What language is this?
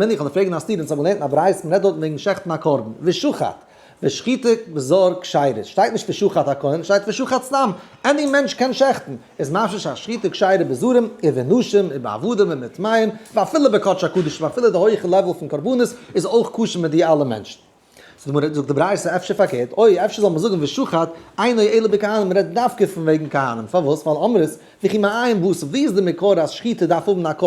Yiddish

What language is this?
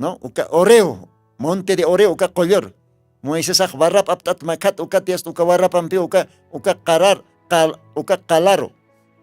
Aymara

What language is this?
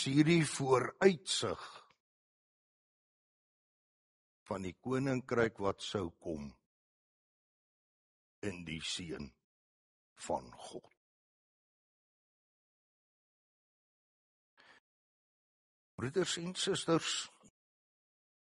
Afrikaans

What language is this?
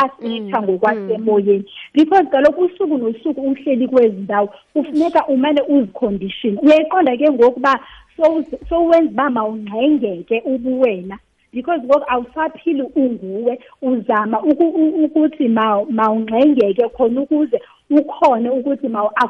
Xhosa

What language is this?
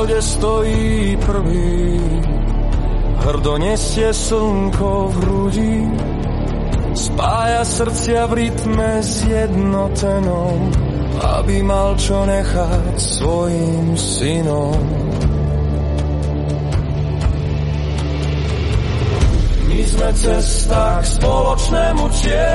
Slovak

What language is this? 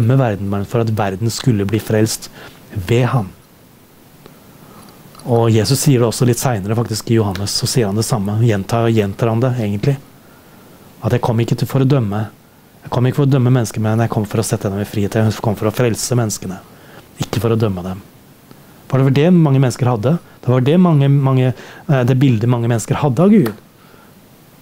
Norwegian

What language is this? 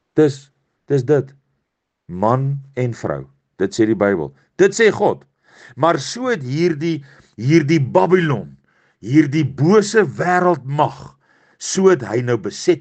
Afrikaans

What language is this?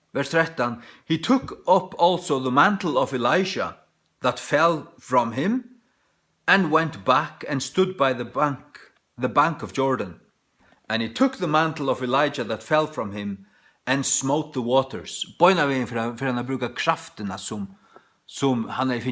Faroese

